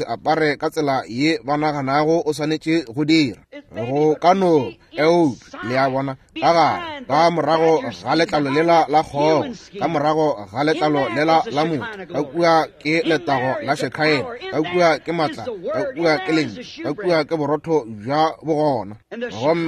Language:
Northern Sotho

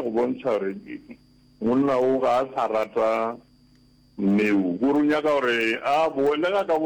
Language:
Northern Sotho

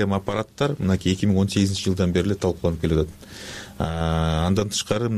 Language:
Kyrgyz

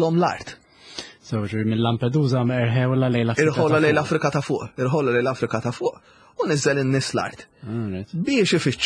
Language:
Maltese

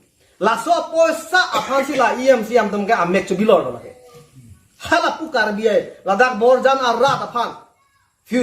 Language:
Karbi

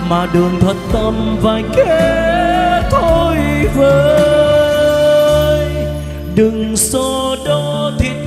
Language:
Vietnamese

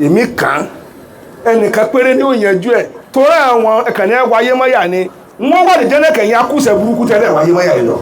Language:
Yoruba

